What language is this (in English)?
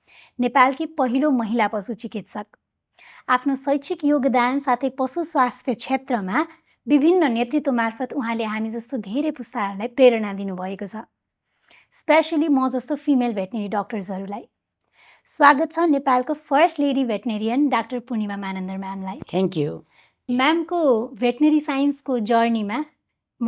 Nepali